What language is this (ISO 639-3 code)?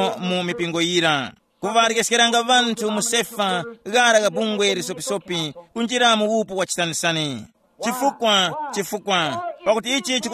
tum